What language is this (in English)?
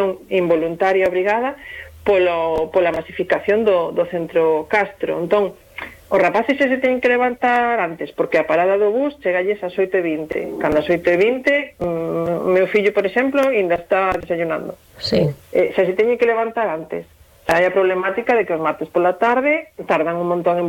Galician